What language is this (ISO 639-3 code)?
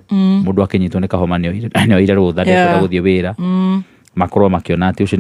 kik